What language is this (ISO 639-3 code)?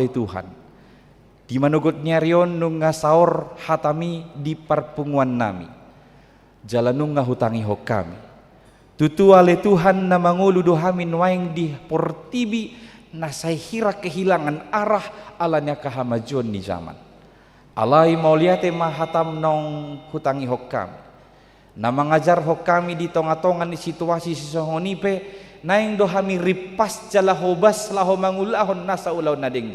bbc